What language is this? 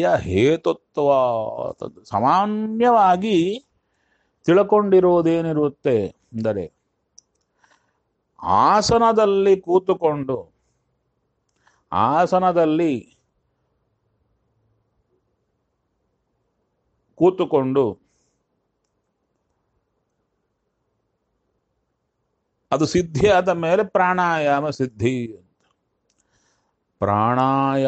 Kannada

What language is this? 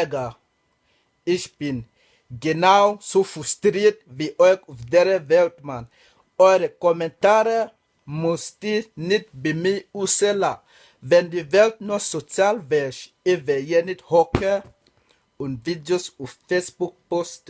Swiss German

